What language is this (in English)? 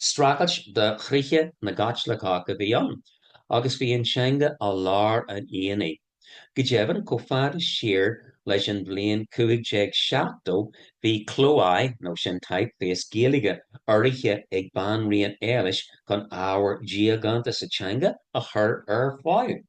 Irish